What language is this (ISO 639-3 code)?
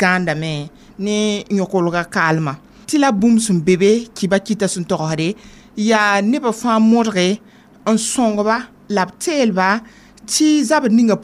mos